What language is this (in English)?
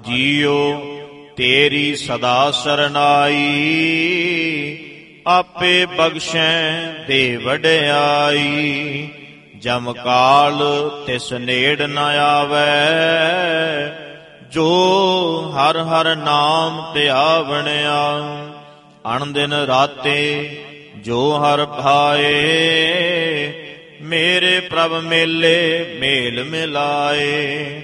Punjabi